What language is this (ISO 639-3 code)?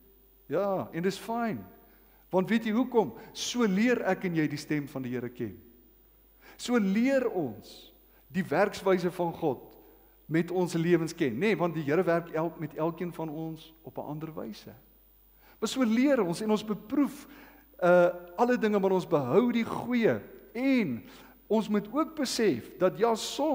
afr